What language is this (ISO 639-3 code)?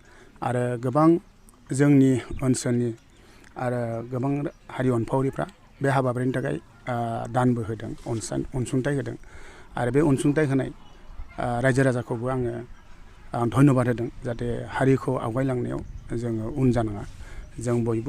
brx